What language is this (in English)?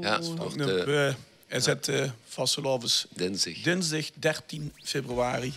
Limburgish